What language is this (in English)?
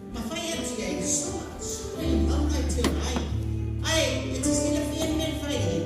Samoan